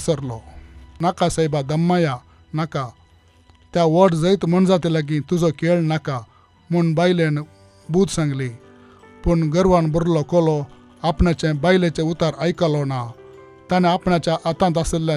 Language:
Konkani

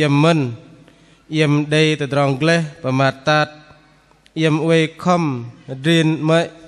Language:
Bahnar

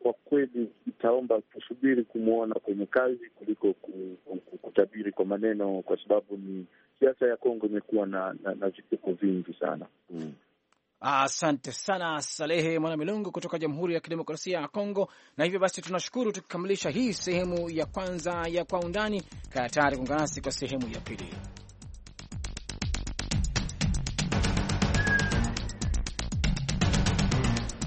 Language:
Swahili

